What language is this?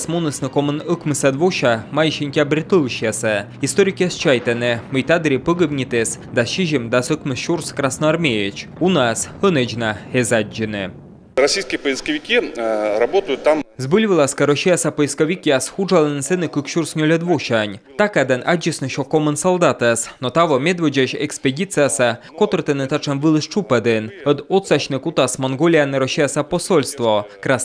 Komi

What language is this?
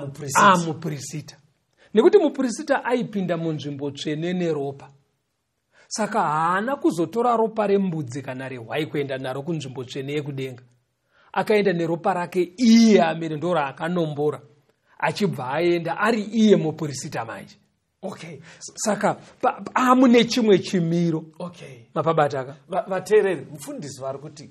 Shona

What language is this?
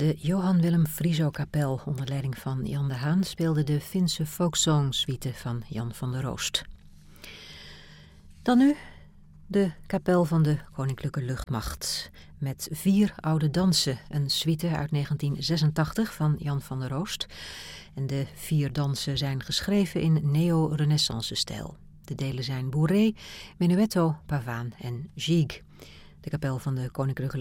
Dutch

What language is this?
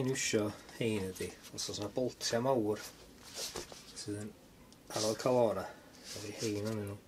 Welsh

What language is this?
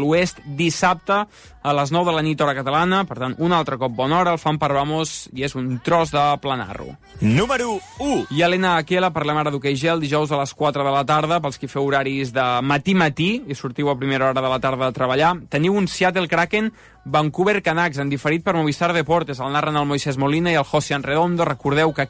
Catalan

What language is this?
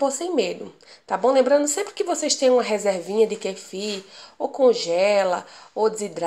Portuguese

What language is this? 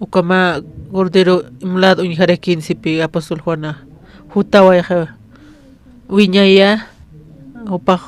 Aymara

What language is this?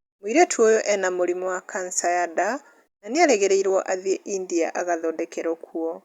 Kikuyu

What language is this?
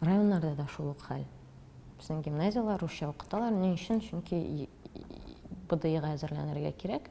Tatar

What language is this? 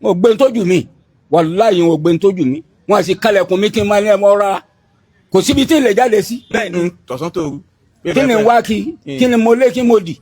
Yoruba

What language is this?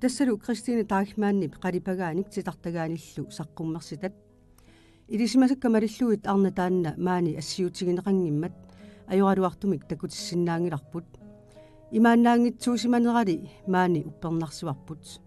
Kalaallisut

